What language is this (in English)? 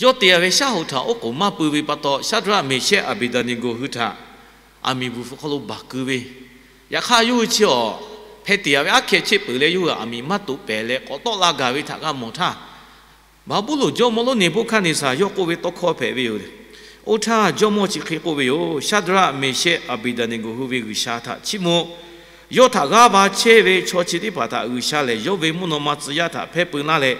Lahu